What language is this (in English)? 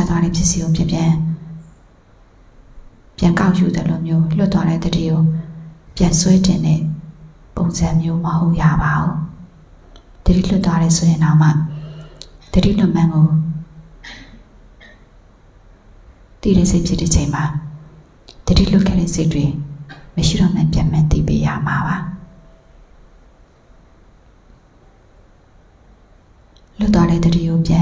Burmese